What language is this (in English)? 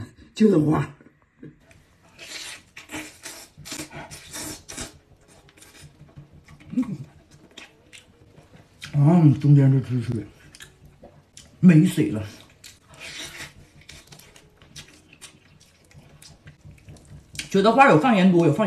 Chinese